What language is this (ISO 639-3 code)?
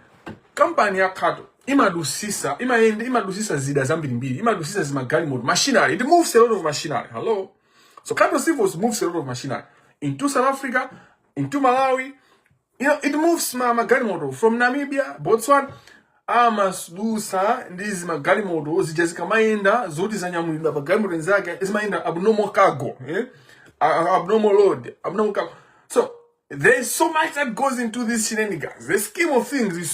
nya